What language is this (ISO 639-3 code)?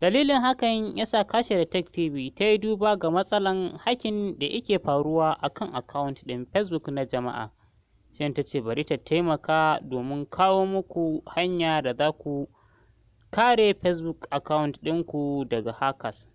hau